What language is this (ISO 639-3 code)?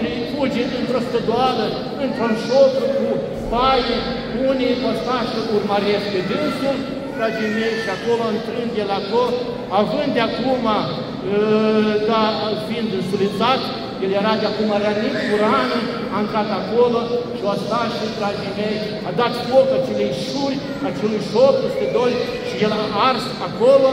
ron